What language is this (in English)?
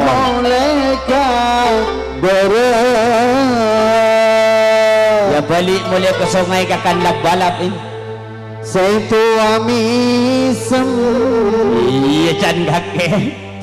Madurese